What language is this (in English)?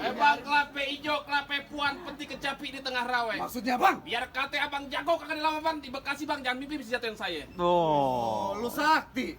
Betawi